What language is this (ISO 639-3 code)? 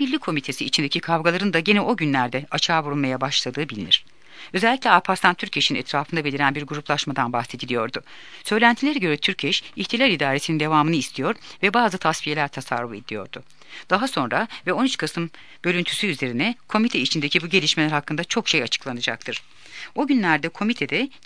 tur